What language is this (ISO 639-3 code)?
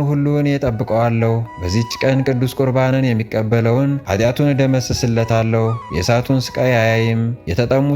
amh